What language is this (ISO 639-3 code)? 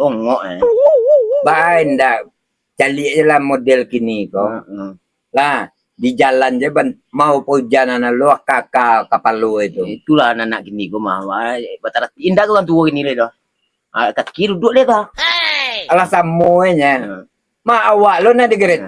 min